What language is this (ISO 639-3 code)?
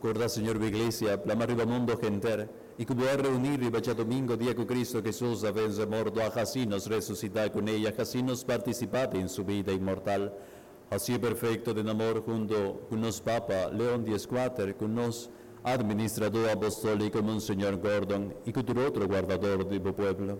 pap